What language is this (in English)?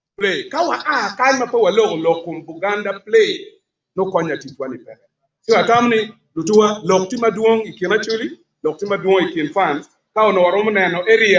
Acoli